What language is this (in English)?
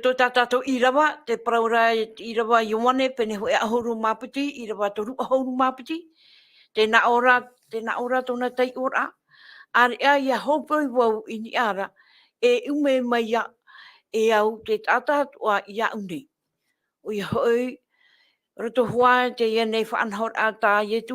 Tahitian